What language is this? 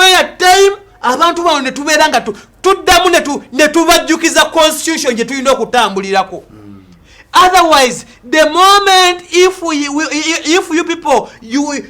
Ganda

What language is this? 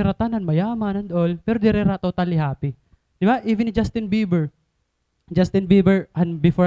Waray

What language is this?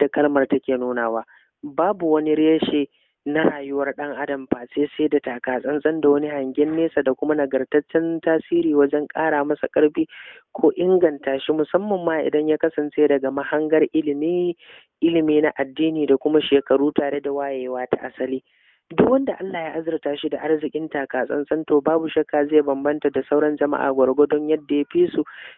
Hausa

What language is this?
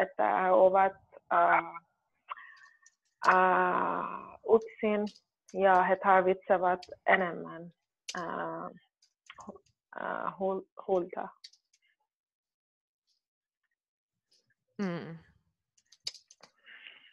Finnish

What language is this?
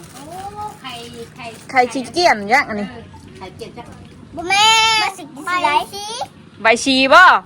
Northeastern Thai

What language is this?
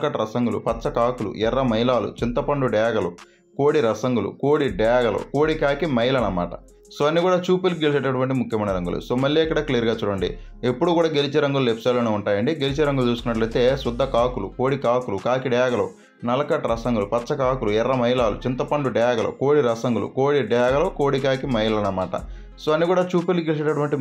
Telugu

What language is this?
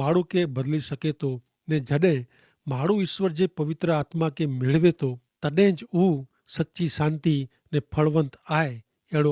Kachhi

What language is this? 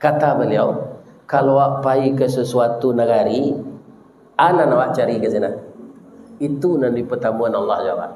Minangkabau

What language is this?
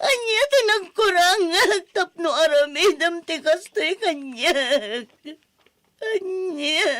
Iloko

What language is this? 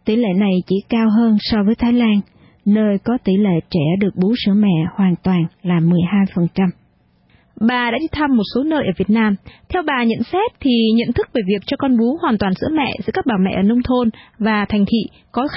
Vietnamese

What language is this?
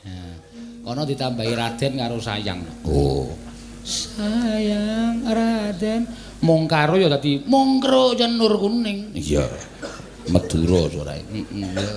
Javanese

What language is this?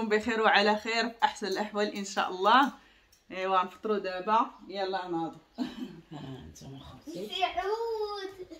Moroccan Arabic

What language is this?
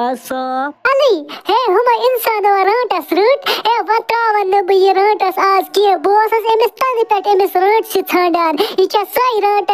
Kashmiri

